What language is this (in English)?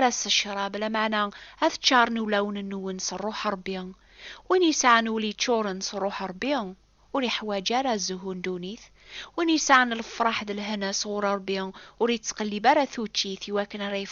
Kabyle